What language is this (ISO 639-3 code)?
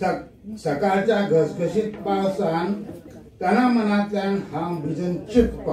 kok